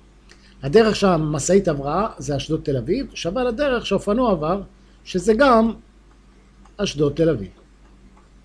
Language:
Hebrew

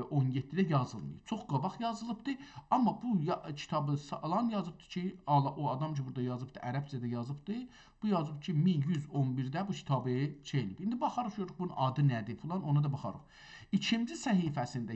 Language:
South Azerbaijani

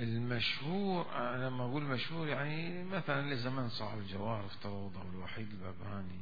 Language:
Mesopotamian Arabic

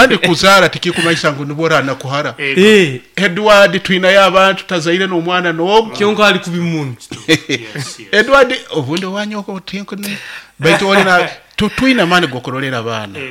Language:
Nyoro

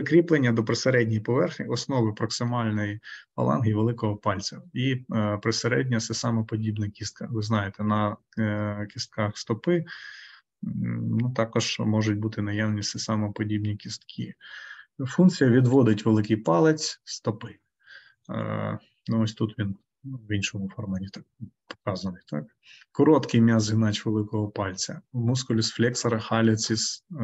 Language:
Ukrainian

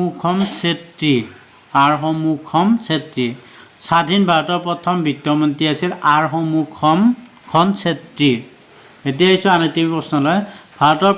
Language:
Assamese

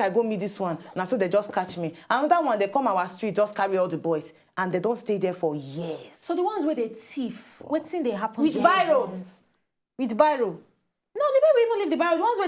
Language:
Nigerian Pidgin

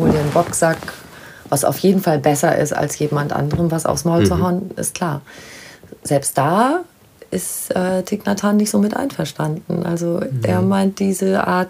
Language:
German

